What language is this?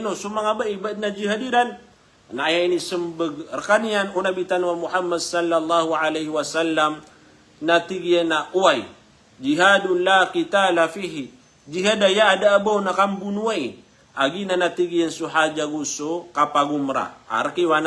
Maranao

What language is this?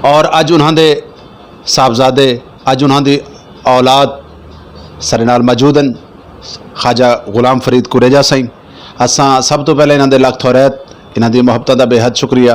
Saraiki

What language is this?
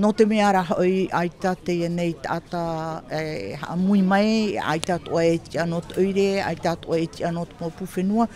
Tahitian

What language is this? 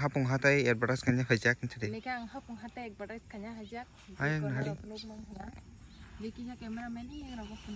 Kok Borok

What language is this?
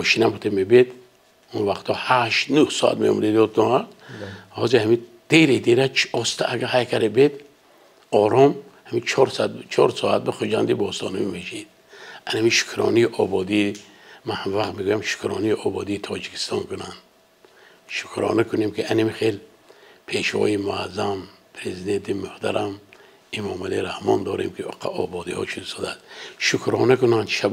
Tajik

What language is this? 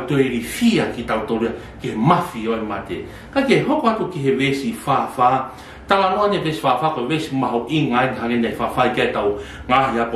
Tongan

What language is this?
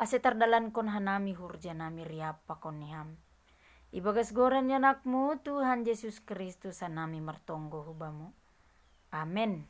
Batak Simalungun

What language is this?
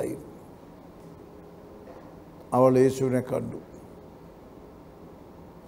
Malayalam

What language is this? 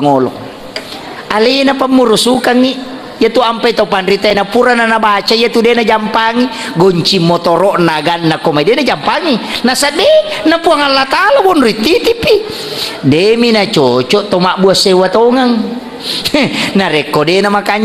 Buginese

